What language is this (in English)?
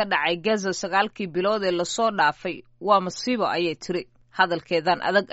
Somali